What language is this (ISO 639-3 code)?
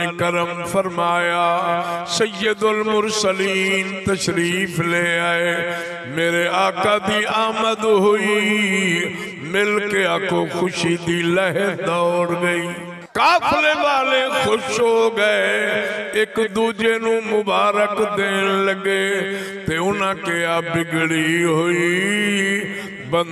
skr